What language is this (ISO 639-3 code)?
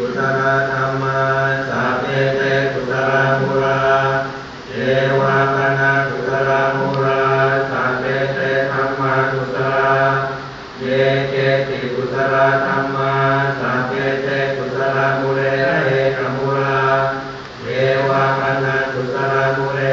pli